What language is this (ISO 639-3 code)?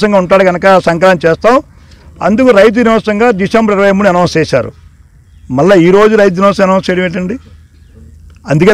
tel